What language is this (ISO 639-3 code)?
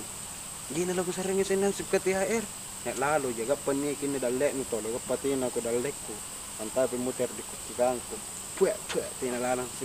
mak